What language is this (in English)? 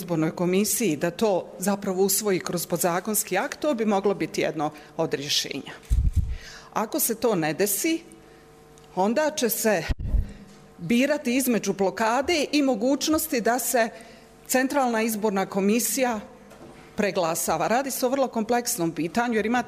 Bosnian